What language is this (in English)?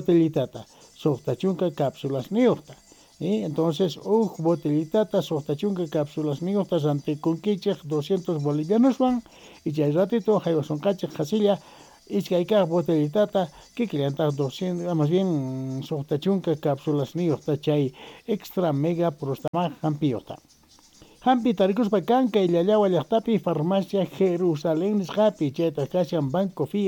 Quechua